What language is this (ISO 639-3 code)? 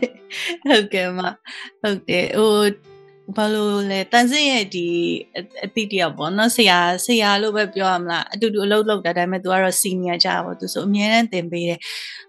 mya